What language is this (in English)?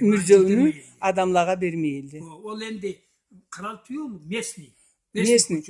Karachay-Balkar